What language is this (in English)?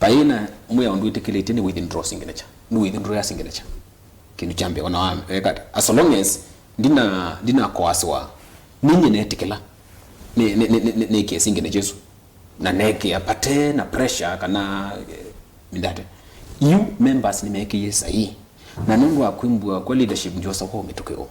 Kamba